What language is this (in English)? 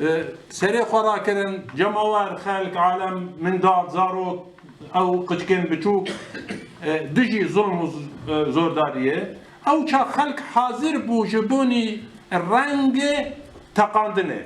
Kurdish